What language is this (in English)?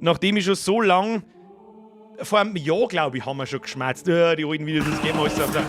Bavarian